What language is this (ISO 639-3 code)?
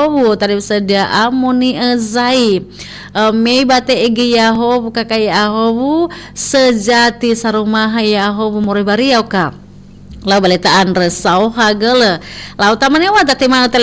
nia